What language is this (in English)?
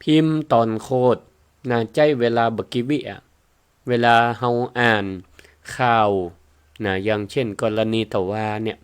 Northern Thai